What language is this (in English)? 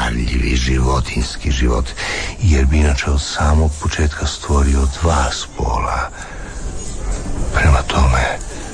Croatian